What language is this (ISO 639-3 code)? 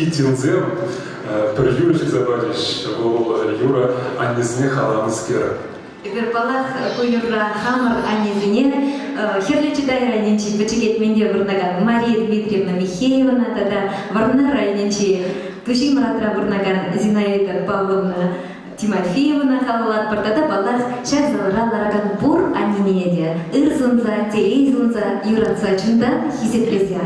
chv